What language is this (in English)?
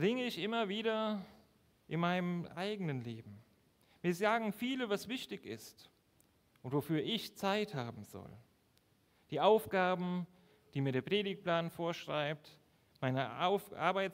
German